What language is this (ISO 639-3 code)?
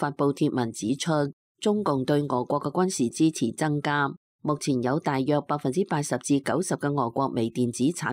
yue